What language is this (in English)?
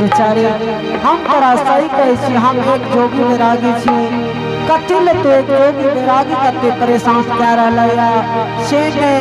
Angika